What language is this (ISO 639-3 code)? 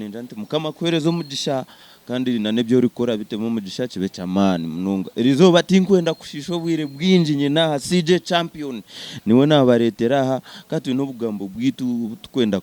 nyn